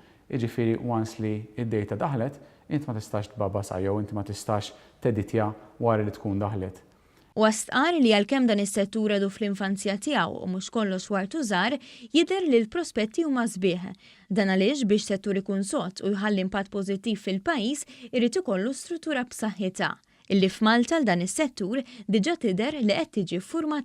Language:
Maltese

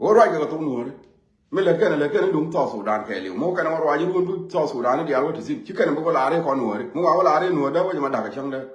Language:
Nuer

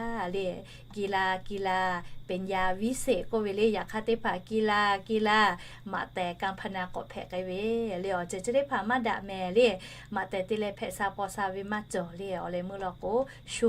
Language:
Lahu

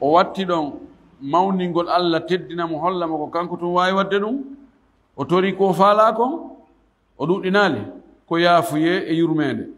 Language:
Fula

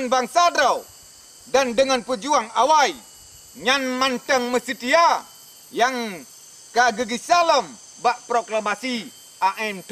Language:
Achinese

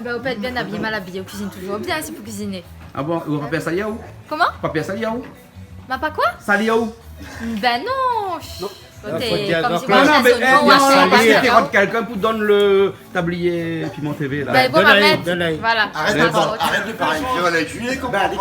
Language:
Réunion Creole French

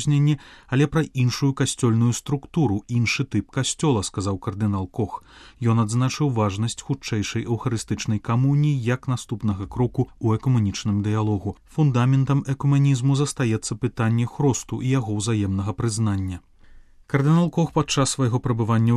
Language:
Belarusian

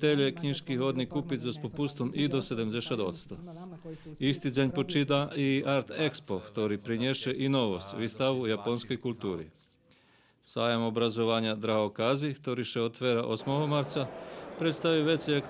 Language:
Rusyn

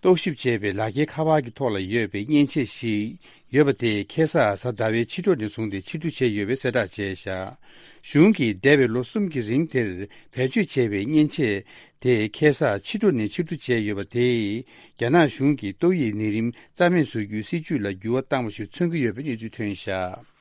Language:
Tibetan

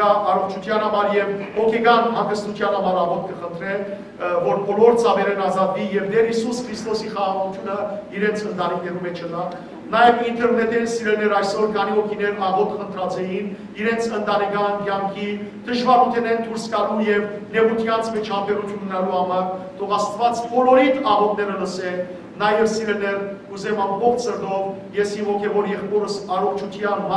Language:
Western Armenian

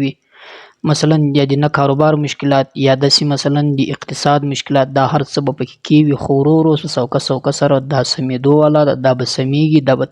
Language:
Pashto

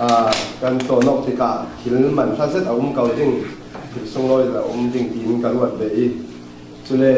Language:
Falam Chin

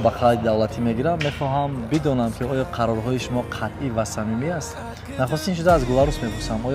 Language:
Tajik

